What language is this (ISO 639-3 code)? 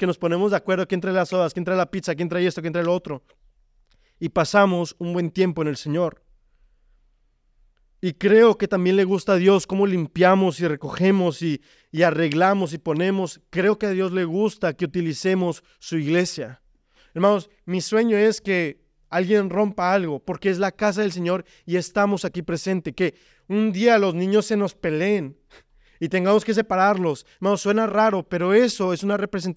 spa